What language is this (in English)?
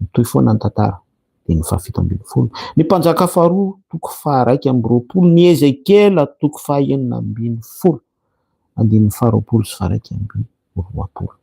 Malagasy